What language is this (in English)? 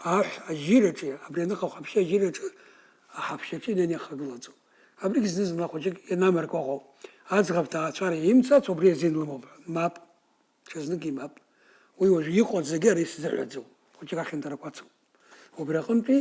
Abkhazian